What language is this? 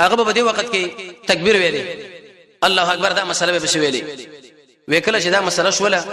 Pashto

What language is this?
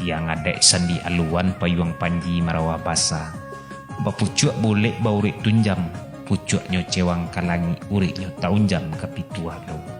Minangkabau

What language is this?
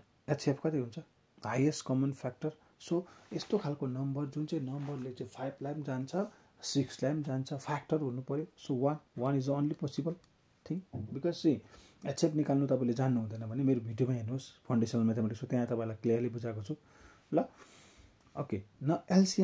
Nepali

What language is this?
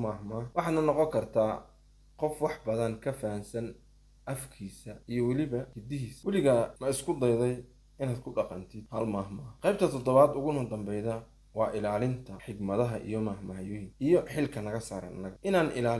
Somali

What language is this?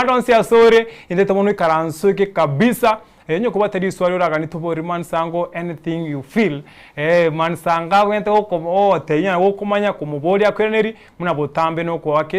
Gusii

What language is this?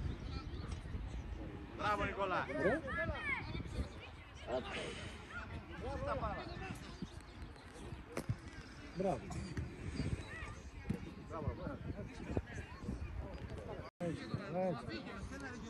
Greek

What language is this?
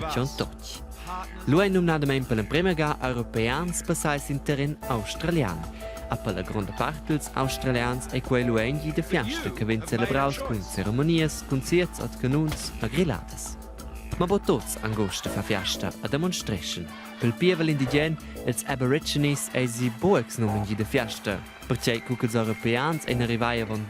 Romansh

